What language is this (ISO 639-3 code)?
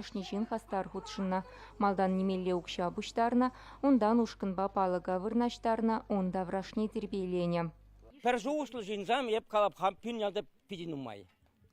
chv